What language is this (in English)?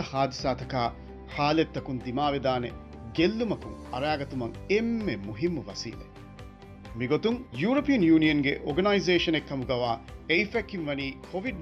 Divehi